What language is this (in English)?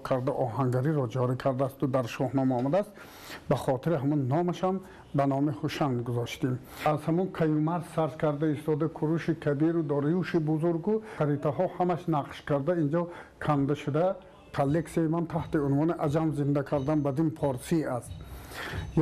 Tajik